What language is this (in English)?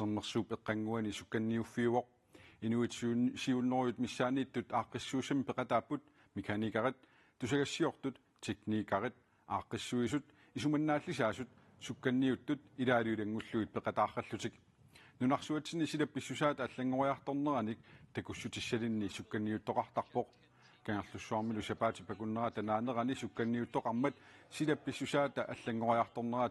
Kalaallisut